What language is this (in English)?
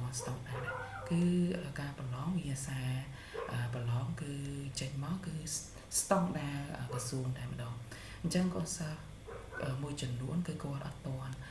Khmer